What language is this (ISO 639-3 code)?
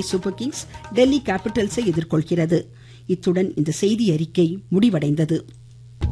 tam